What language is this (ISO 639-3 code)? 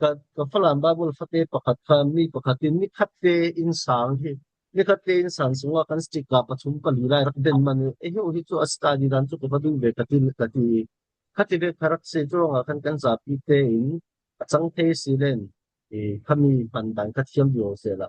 cfm